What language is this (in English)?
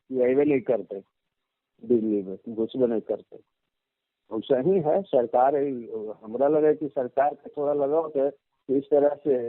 Magahi